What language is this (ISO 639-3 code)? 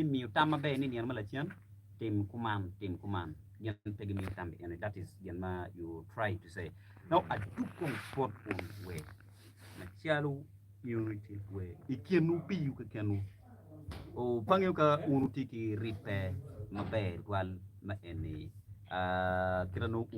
ach